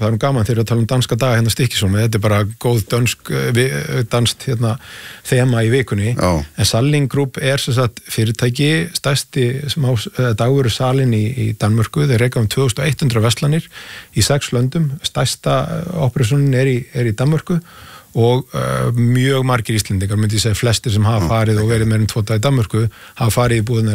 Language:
Icelandic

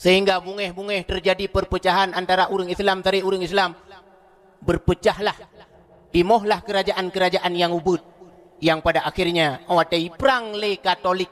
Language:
Achinese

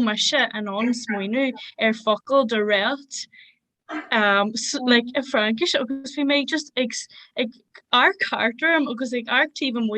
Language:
Irish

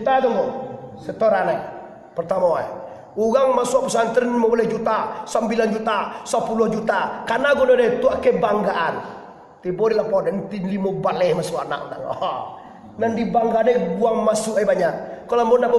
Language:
Minangkabau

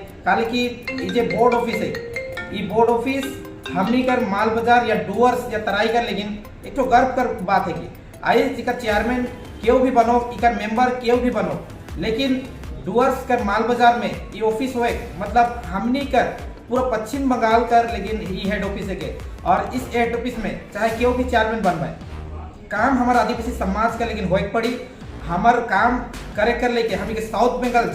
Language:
Sadri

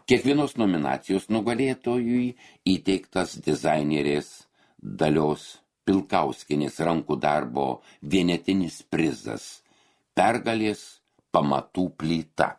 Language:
Lithuanian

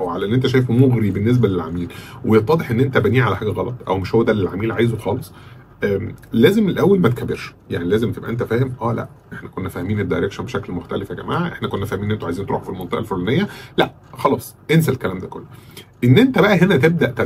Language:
Egyptian Arabic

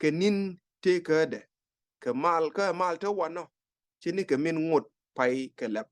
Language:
Nuer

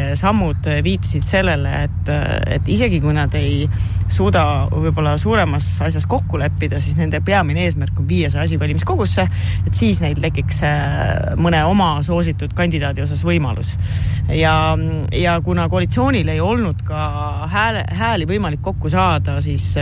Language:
Estonian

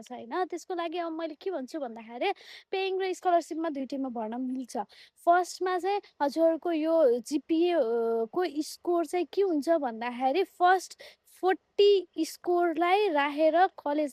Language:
Nepali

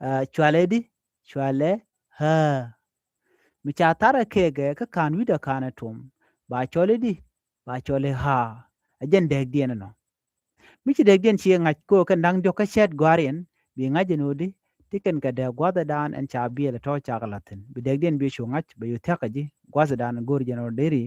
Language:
Nuer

